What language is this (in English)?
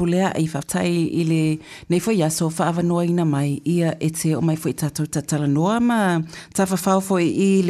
Samoan